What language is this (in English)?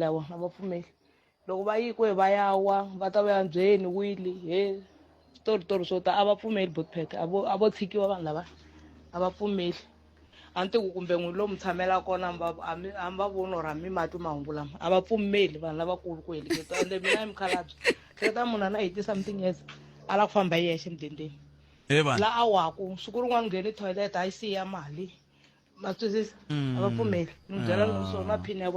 Tsonga